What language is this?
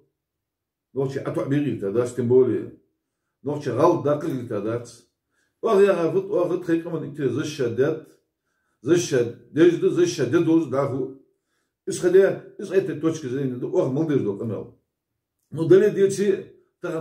Chechen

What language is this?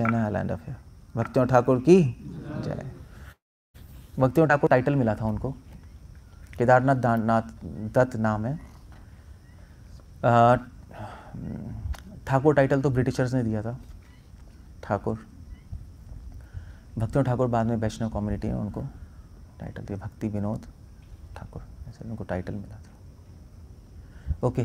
Hindi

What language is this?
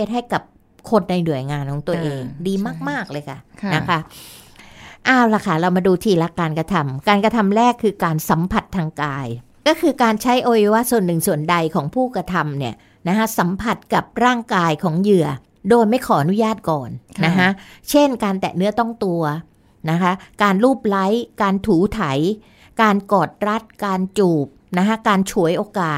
Thai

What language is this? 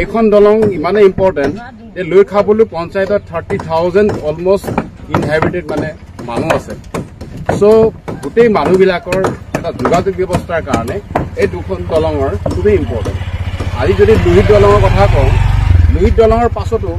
Assamese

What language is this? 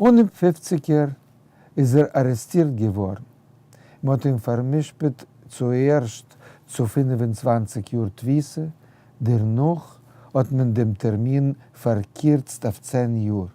Yiddish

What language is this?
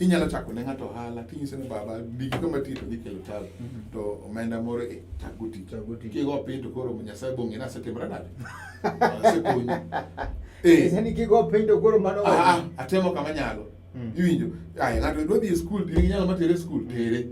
Luo (Kenya and Tanzania)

